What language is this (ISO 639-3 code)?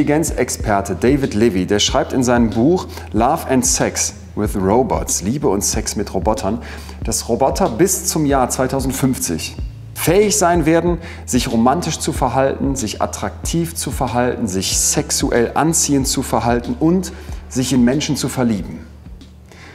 deu